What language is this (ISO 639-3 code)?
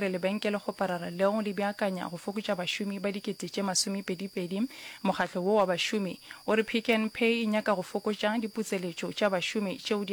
nso